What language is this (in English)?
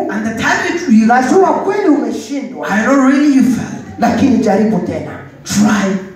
Swahili